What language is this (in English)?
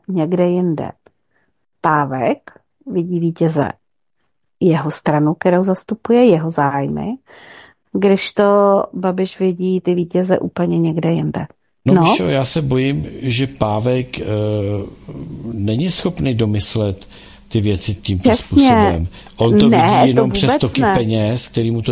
Czech